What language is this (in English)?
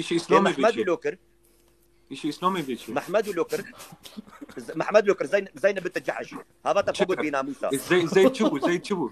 Kurdish